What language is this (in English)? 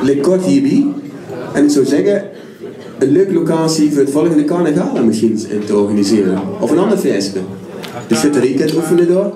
Limburgish